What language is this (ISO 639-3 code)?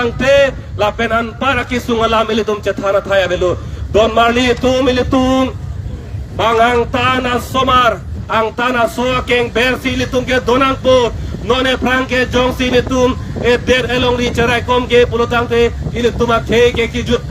mjw